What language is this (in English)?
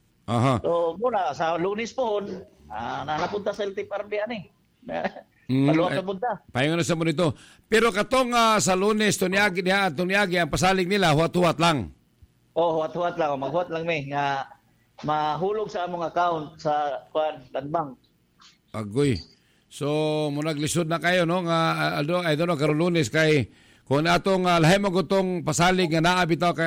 Cebuano